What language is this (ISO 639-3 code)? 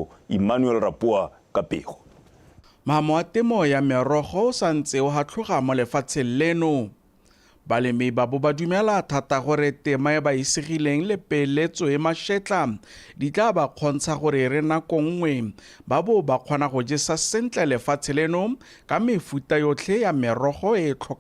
tsn